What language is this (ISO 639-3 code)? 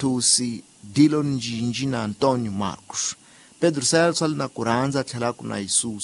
tso